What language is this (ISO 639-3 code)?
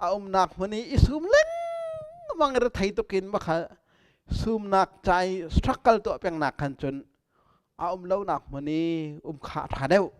cnh